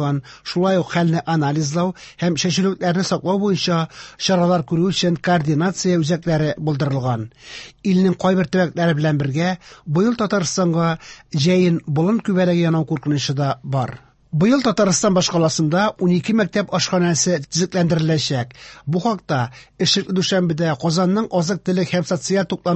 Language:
Tatar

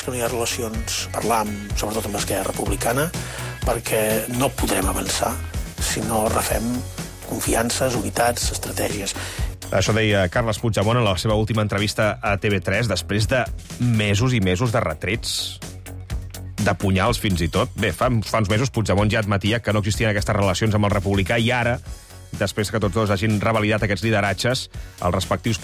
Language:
Catalan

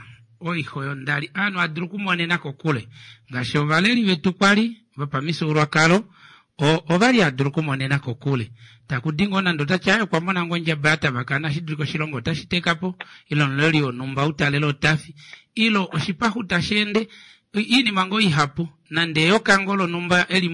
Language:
Kuanyama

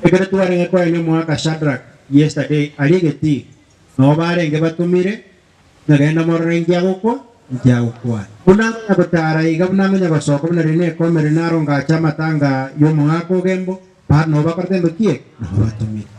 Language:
Gusii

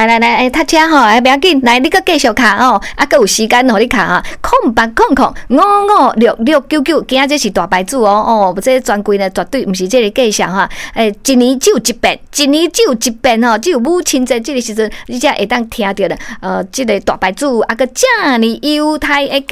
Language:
Min Nan Chinese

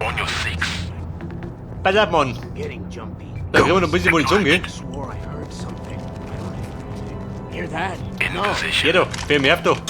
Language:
Bavarian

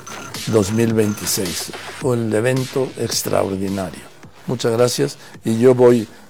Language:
Spanish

